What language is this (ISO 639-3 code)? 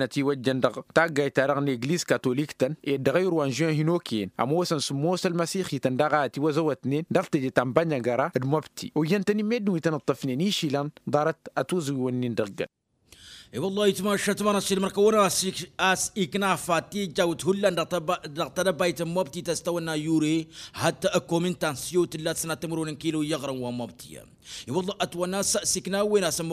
taq